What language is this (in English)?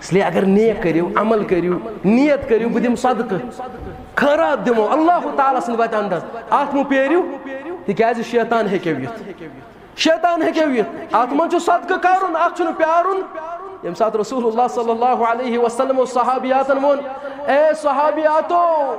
Kashmiri